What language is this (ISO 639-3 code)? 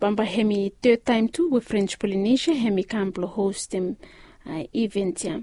bis